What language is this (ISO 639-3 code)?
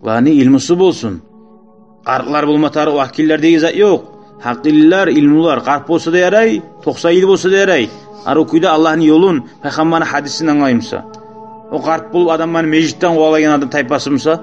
kum